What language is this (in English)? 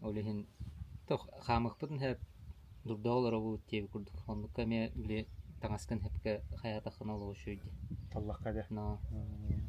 Yakut